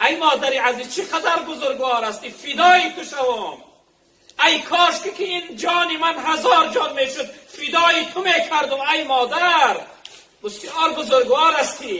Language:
Tajik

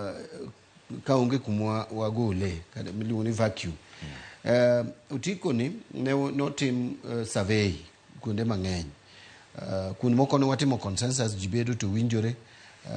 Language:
Luo (Kenya and Tanzania)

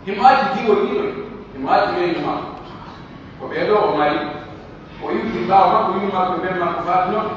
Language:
Pular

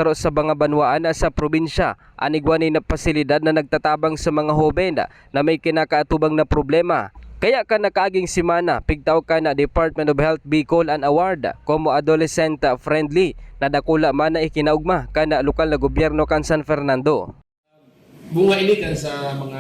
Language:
Bikol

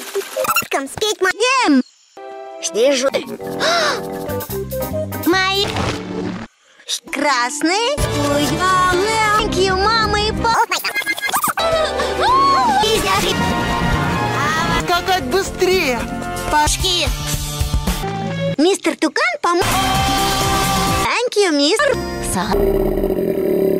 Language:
Russian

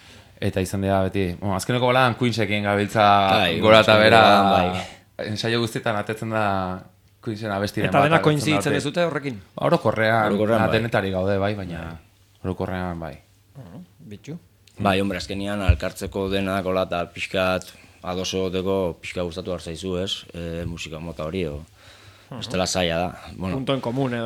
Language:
Basque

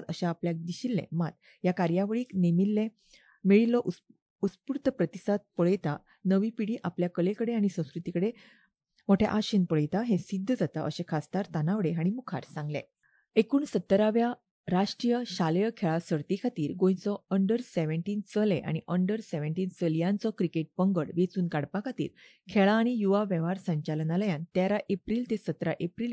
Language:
Konkani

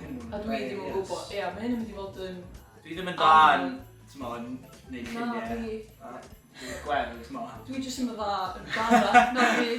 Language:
Welsh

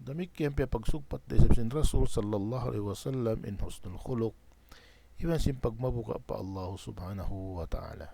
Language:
Tausug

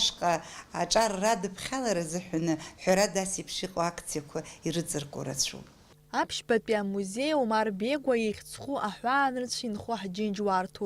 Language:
Abkhazian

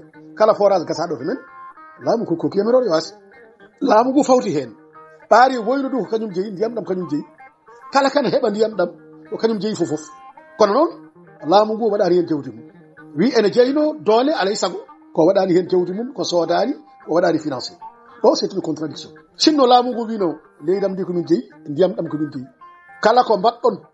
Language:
Fula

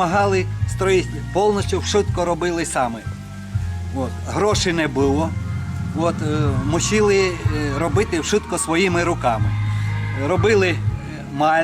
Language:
Rusyn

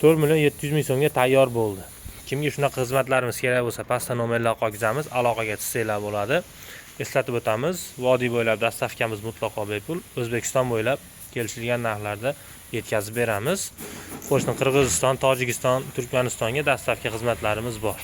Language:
Uzbek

